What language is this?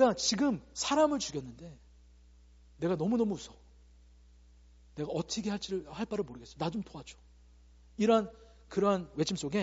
Korean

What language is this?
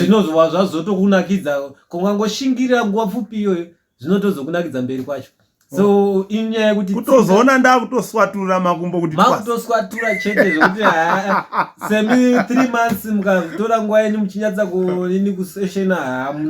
Shona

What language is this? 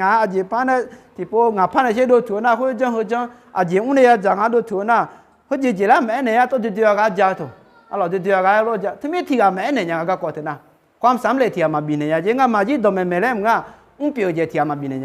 Akha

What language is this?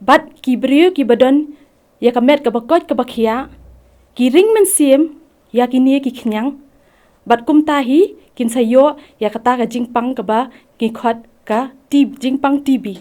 Khasi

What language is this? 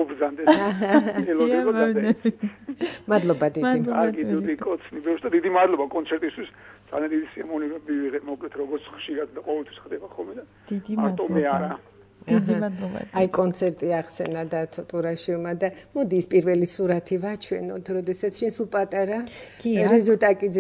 Georgian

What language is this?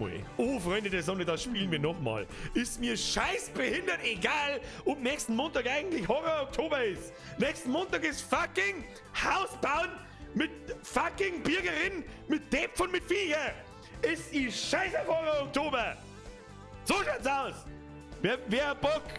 Bavarian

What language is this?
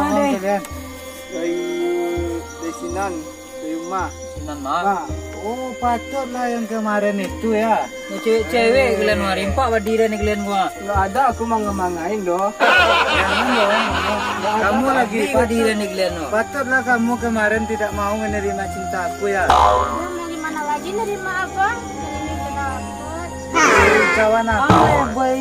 Minangkabau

